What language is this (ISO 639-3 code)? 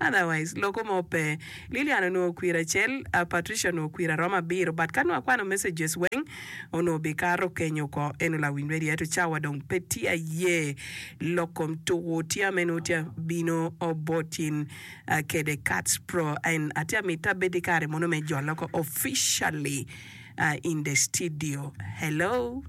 ach